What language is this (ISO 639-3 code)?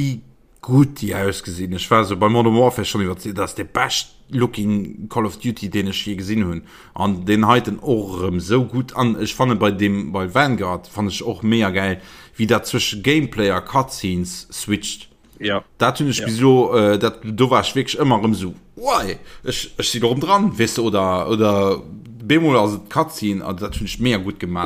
ltz